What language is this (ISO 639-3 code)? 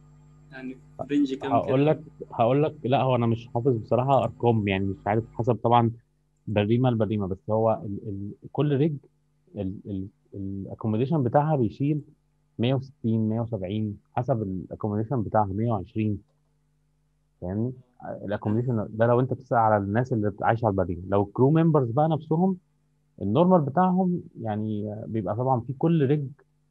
arz